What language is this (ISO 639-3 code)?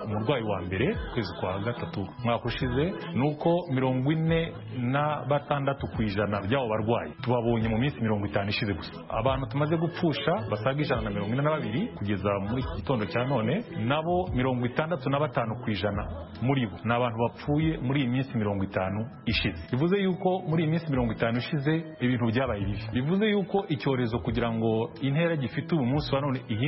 kin